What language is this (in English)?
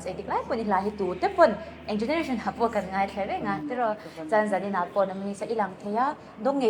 Mizo